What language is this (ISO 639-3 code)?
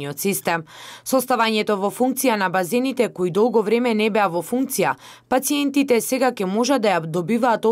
mkd